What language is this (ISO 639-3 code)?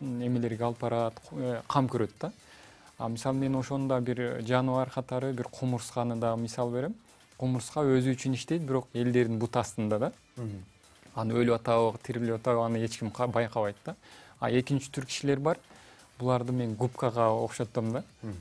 kir